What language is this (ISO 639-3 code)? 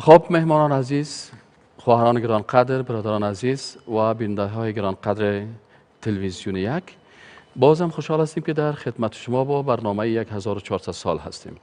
fas